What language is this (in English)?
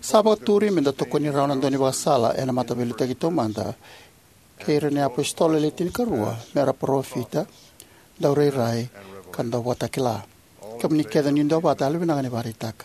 Fijian